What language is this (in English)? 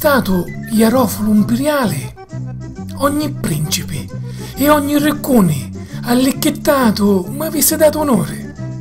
Sicilian